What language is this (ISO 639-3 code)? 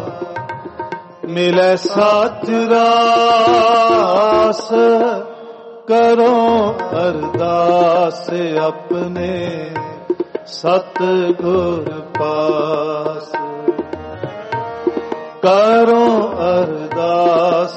pan